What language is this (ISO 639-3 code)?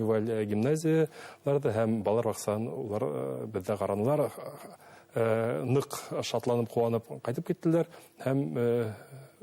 bak